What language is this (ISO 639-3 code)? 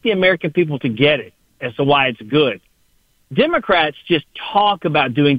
eng